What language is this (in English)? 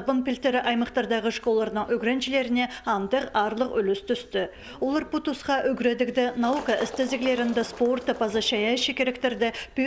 Khakas